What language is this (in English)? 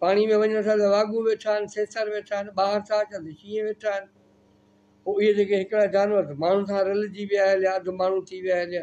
Sindhi